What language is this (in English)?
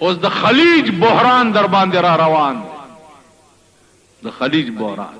Pashto